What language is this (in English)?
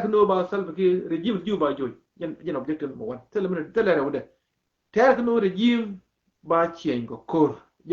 Nuer